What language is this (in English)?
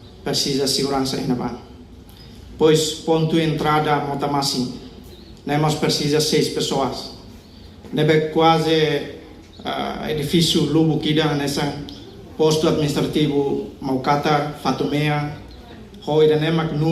Tetum